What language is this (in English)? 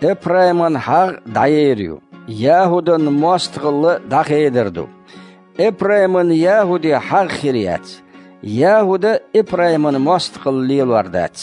Chechen